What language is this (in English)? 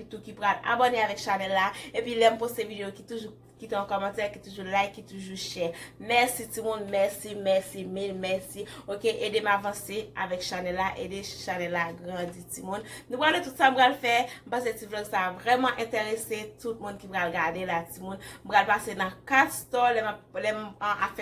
Haitian Creole